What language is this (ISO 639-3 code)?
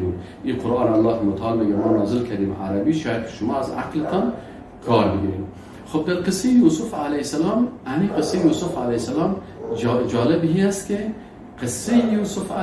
fas